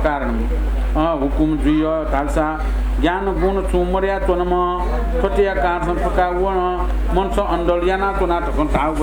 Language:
Newari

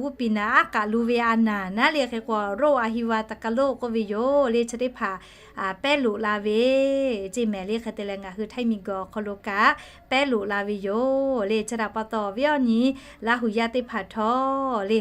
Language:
Lahu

